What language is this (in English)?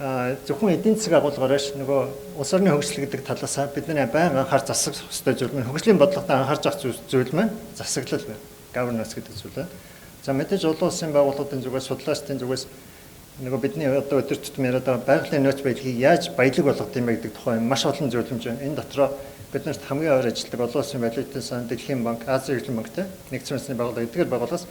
Mongolian